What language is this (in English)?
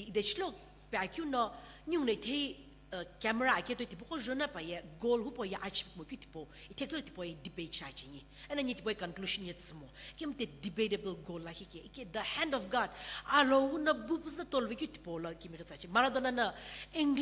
Sumi Naga